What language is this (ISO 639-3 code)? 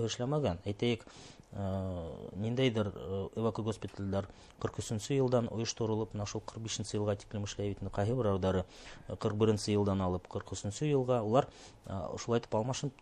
bak